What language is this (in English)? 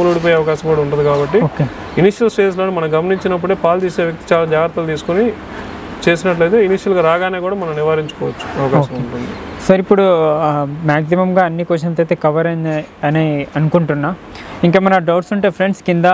Telugu